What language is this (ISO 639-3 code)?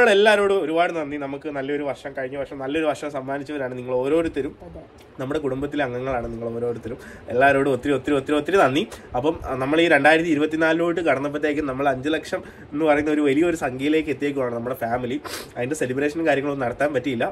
mal